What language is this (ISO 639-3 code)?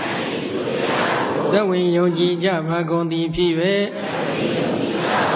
mya